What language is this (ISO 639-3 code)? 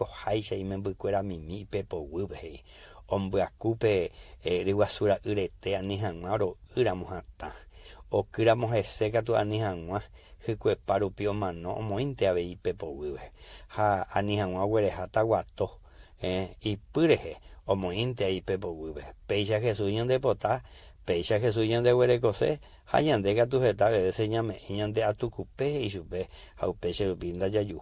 grn